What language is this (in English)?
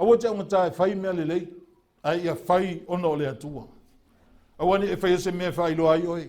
Samoan